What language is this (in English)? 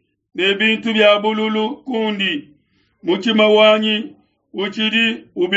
Luba-Lulua